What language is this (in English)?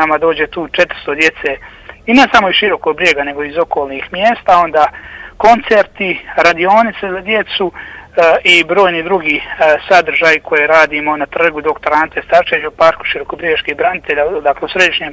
Bosnian